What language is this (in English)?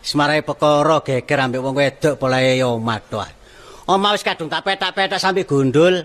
Javanese